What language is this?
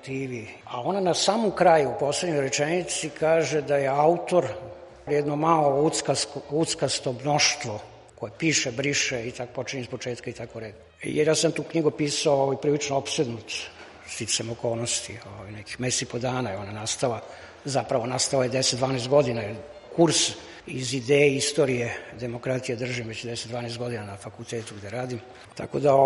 Serbian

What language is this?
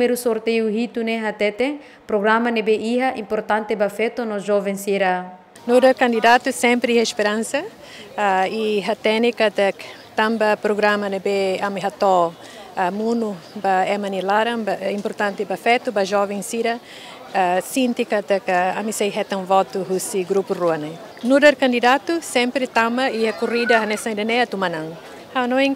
Tetum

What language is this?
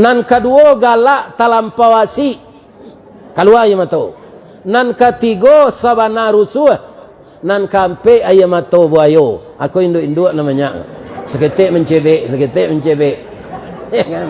Minangkabau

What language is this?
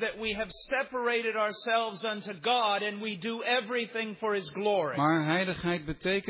Dutch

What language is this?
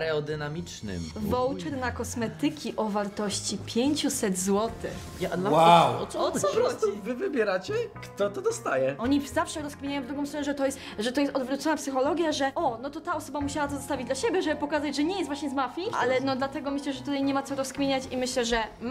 Polish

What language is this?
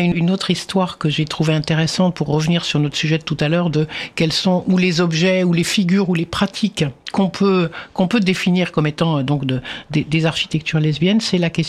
French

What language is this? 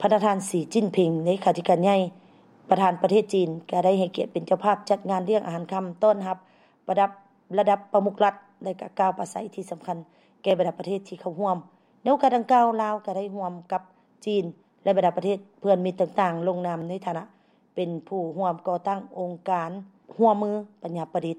Lao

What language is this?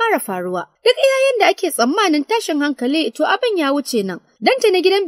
Hausa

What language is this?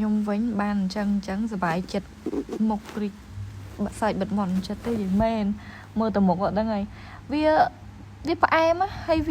Khmer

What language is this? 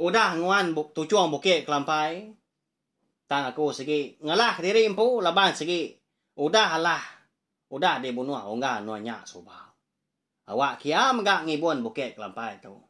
Iban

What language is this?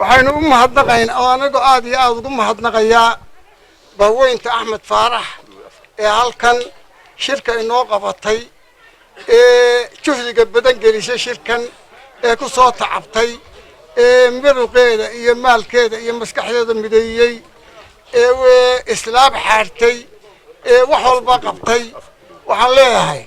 Somali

